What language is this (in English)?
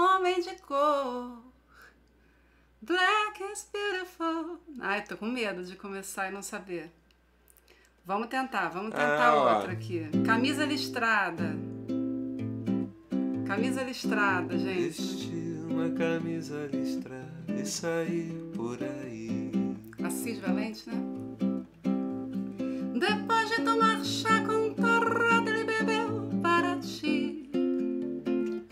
Portuguese